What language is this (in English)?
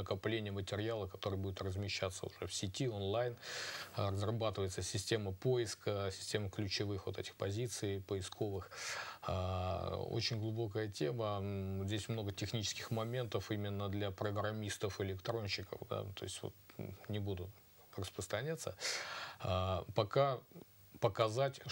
Russian